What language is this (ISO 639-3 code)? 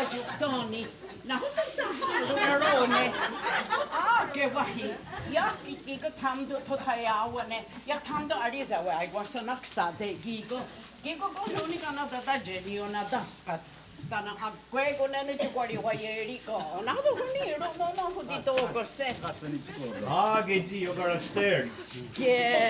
moh